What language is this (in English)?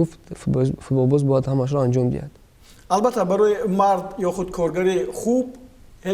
Tajik